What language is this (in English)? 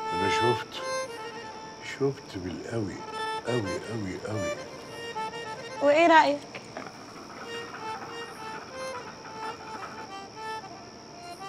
Egyptian Arabic